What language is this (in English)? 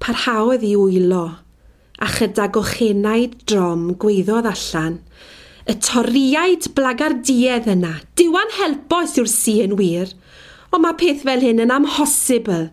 Welsh